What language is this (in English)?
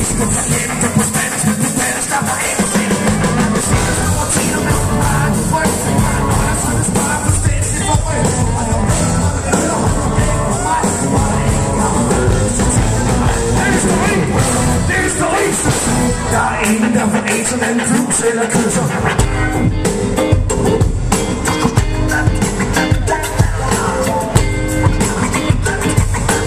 Danish